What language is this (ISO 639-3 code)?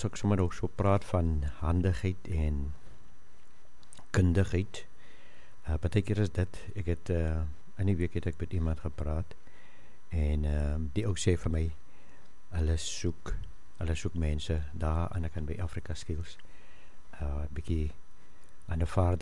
afr